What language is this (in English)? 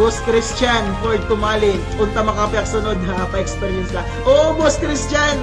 Waray